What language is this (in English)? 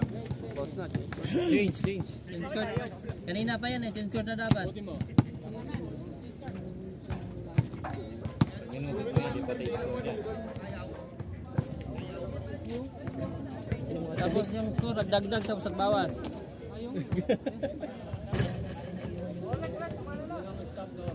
Filipino